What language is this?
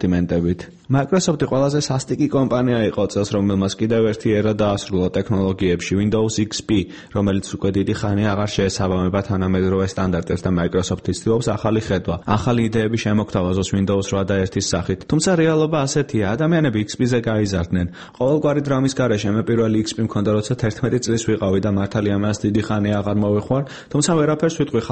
Georgian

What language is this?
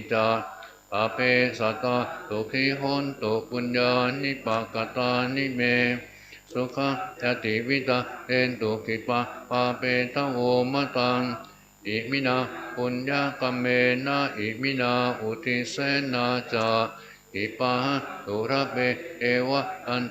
Pali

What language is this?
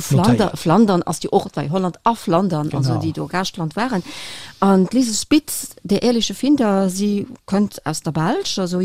Luxembourgish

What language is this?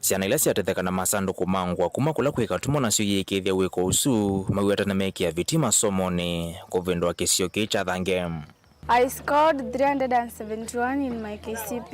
Kamba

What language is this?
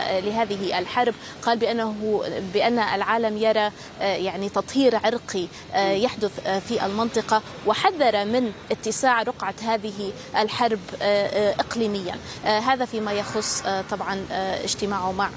Arabic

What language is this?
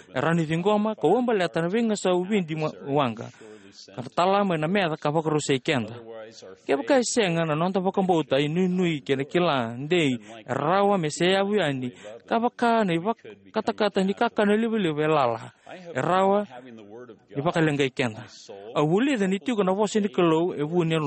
Fijian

